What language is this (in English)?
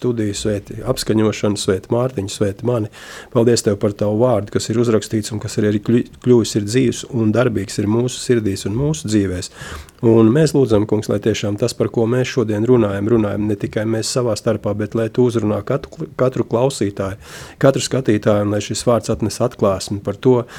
Latvian